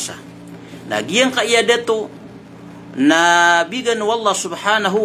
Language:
Maranao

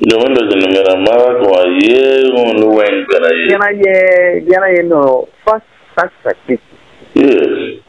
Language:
Acoli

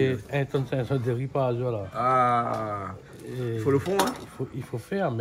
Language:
Réunion Creole French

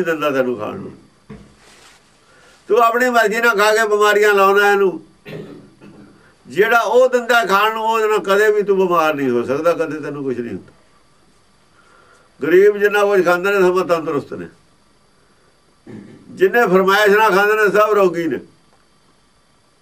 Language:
Punjabi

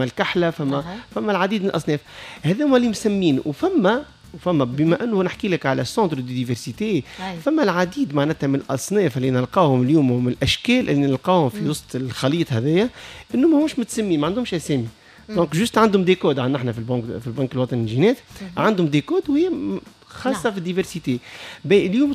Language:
Tunisian Arabic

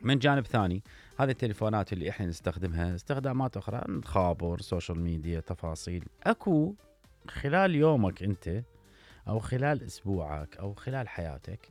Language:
Mesopotamian Arabic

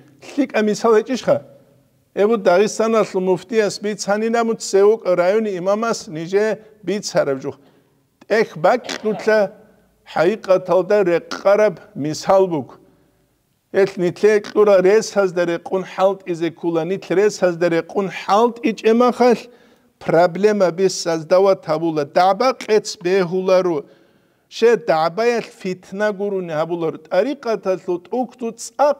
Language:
Avaric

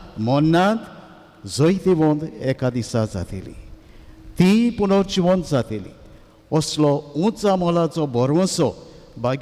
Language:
Konkani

